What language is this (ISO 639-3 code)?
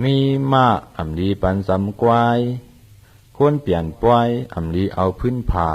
shn